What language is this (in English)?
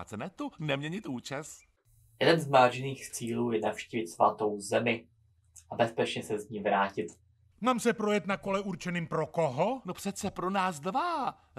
Czech